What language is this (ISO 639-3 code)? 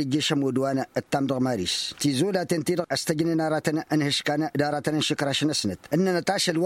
taq